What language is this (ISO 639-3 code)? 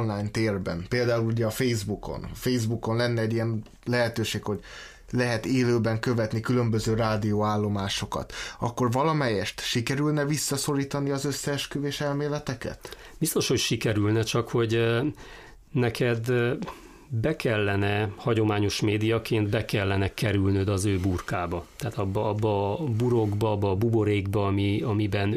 hun